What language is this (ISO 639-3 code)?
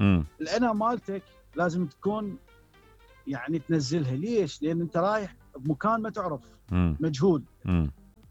acm